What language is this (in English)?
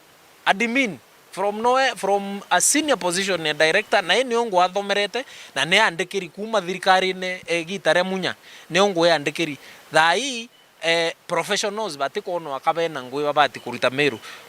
Meru